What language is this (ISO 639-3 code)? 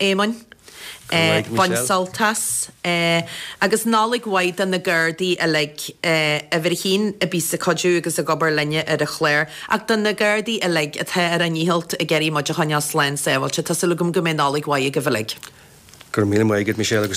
gle